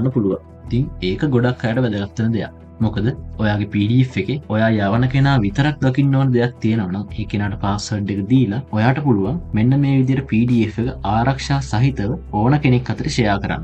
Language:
Sinhala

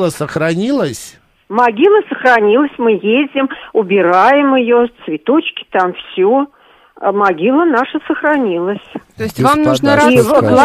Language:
Russian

